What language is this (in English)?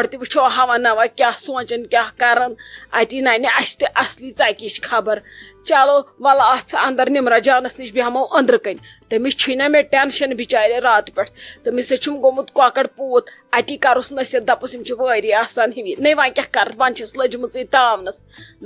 Kashmiri